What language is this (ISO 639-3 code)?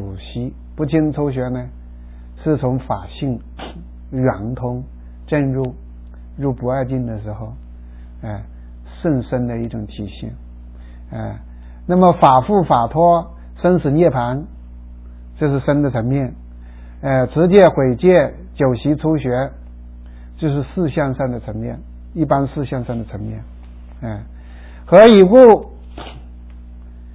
zho